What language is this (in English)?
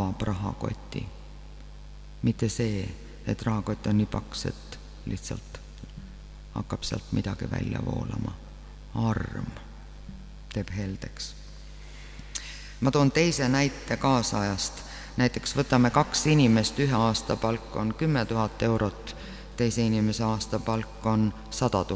Estonian